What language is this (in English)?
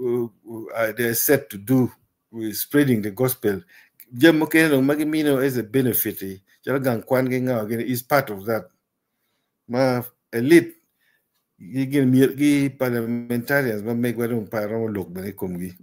Acoli